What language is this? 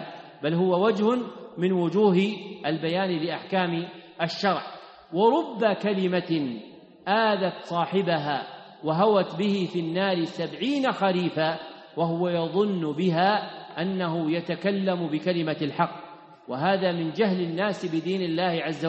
Arabic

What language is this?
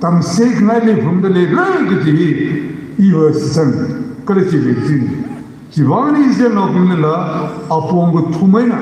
Tangkhul Naga (India)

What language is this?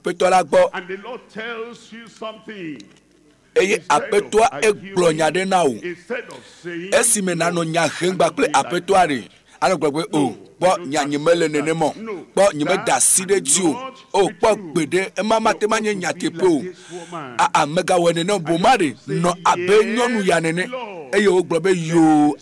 Ewe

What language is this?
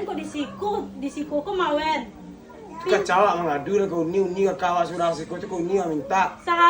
Minangkabau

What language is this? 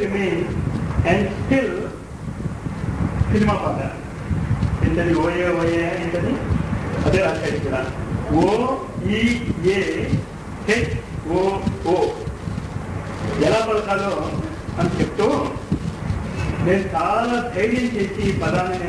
Telugu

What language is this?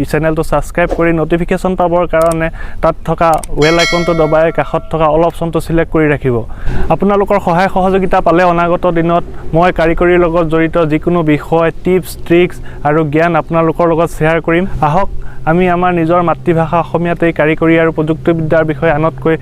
Assamese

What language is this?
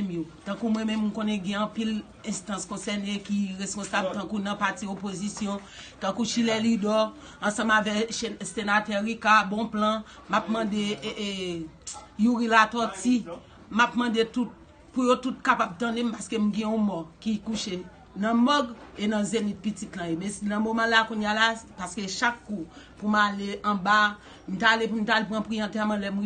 Haitian Creole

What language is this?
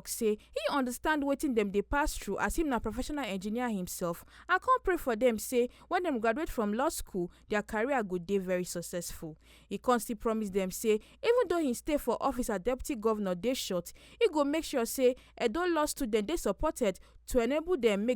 Nigerian Pidgin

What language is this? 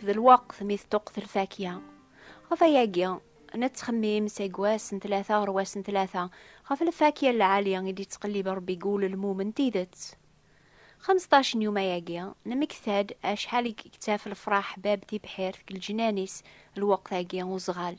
Kabyle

